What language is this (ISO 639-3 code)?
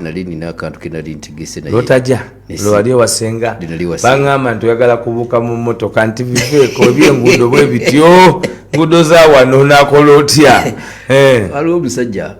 lug